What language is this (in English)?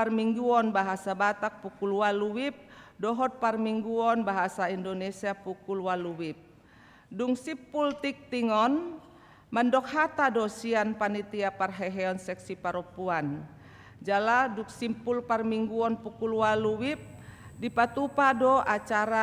Batak Toba